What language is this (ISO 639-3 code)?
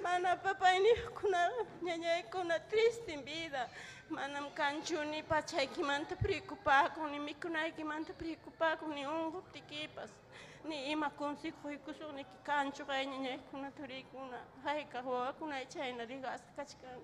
quy